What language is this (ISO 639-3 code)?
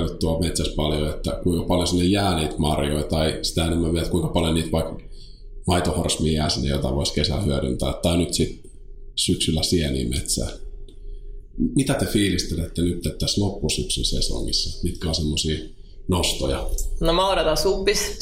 fin